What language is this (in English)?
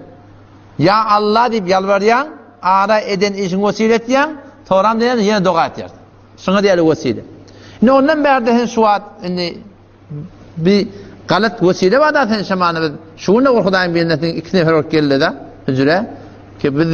Turkmen